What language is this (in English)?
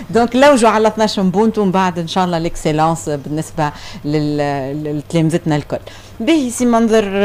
Tunisian Arabic